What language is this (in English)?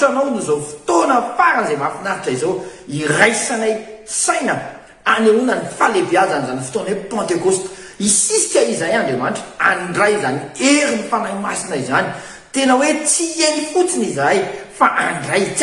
Malagasy